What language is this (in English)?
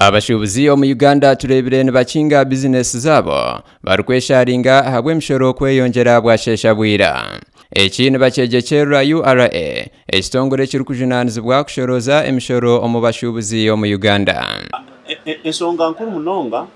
Nyankole